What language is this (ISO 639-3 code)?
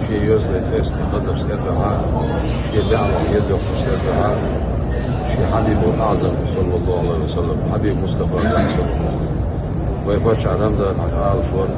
che